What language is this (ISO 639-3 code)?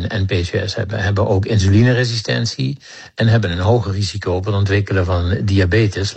nld